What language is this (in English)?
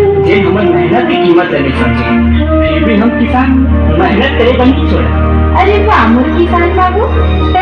Chhattisgarhi